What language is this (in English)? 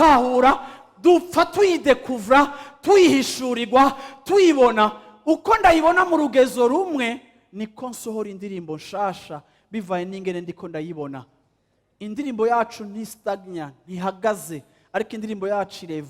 Rundi